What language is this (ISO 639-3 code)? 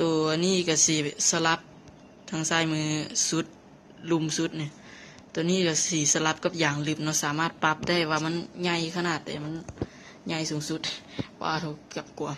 lao